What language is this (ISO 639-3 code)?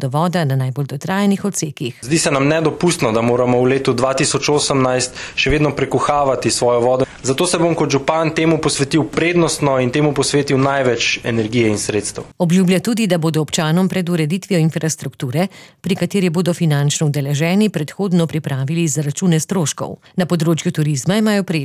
slv